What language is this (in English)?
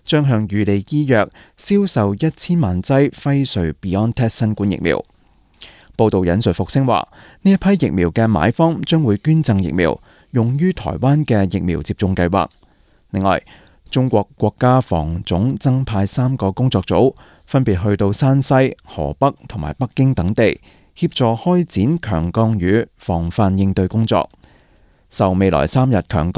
Cantonese